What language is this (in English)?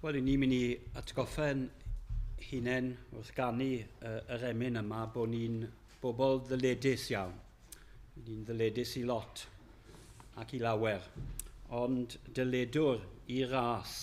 Welsh